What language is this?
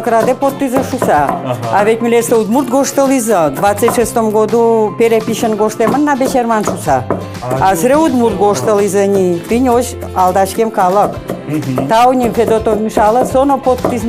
Udmurt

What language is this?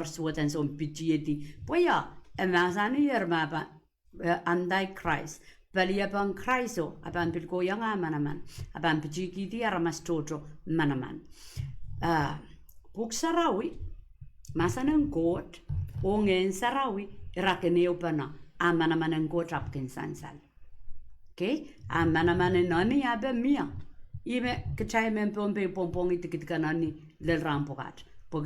Pohnpeian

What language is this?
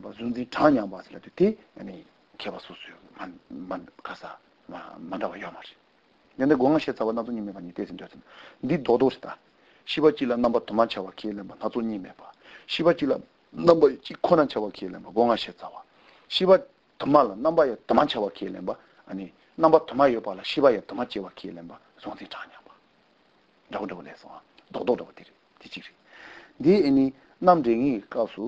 Korean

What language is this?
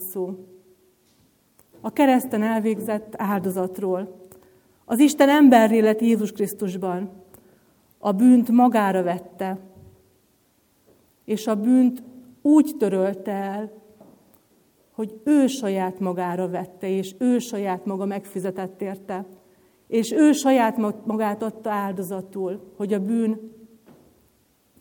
Hungarian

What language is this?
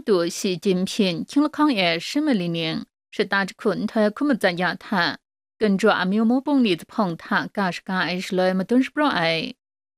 Kachin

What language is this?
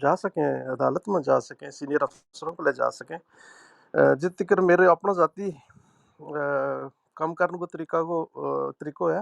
Gujari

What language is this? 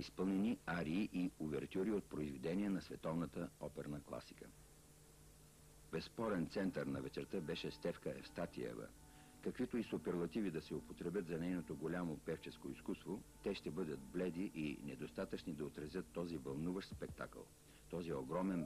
Bulgarian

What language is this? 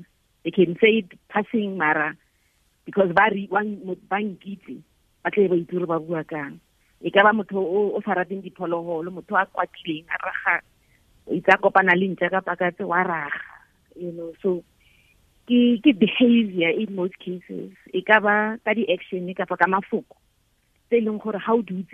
Tswana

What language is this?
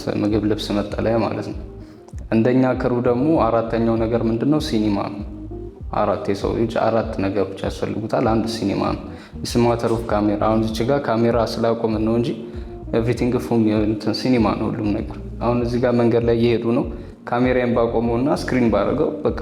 Amharic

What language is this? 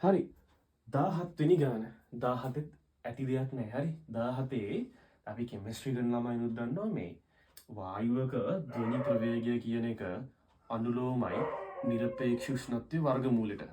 Sinhala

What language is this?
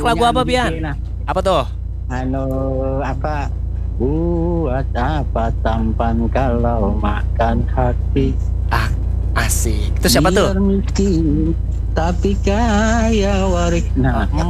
Banjar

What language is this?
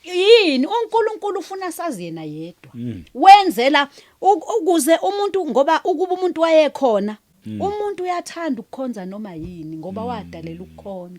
Zulu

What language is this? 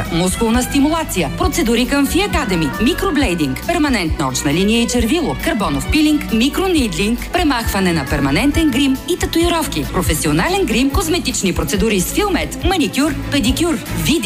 Bulgarian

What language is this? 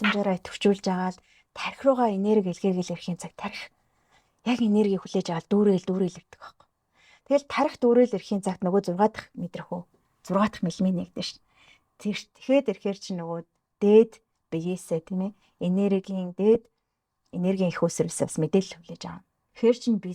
Mongolian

